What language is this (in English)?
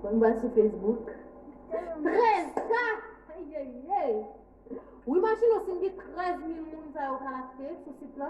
Haitian Creole